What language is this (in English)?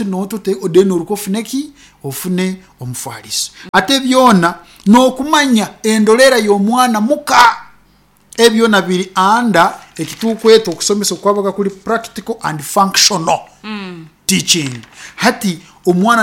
Nyankole